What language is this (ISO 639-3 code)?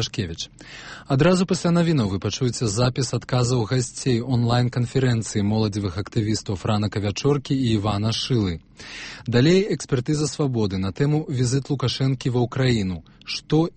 bel